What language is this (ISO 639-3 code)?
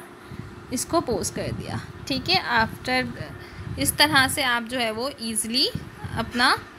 hin